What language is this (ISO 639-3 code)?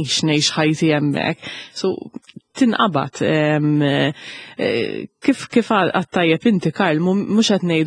mlt